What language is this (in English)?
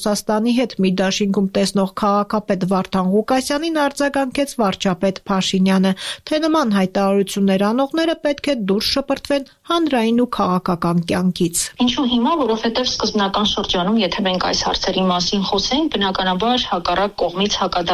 Armenian